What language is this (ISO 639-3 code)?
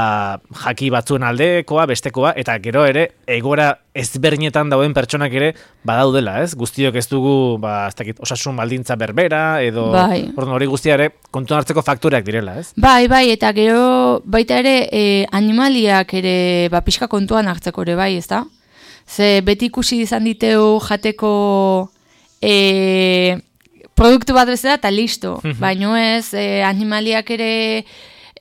eus